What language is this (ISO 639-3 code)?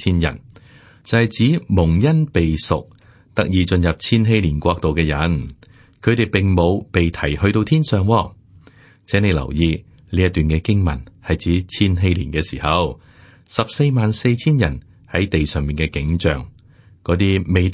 yue